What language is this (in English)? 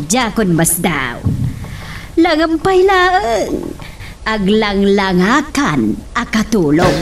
Iloko